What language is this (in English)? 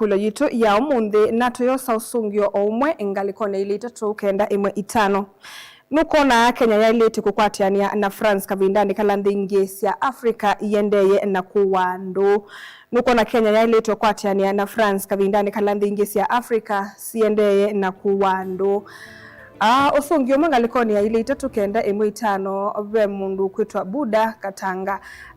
Kamba